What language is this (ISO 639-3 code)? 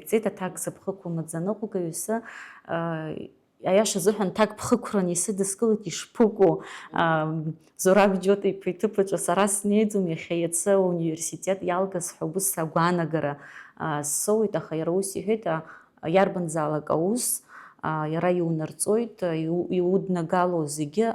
abk